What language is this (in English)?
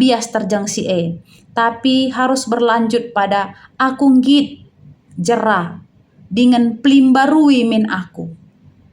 Batak Karo